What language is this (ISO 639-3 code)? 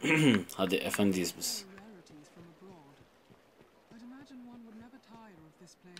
tur